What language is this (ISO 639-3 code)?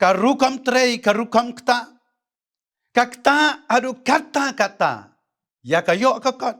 kha